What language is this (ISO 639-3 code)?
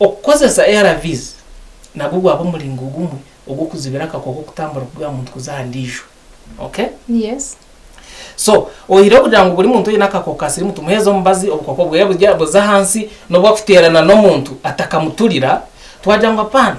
nyn